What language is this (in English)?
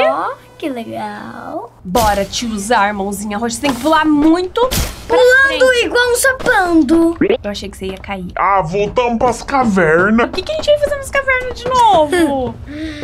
Portuguese